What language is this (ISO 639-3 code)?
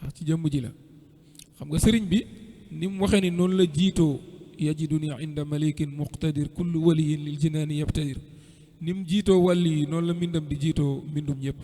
wol